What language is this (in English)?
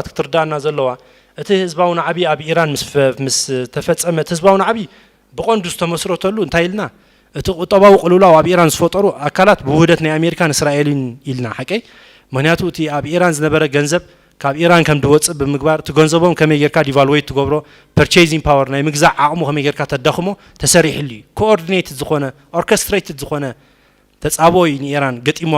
Tigrinya